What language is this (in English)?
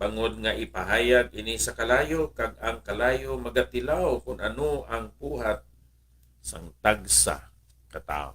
Hiligaynon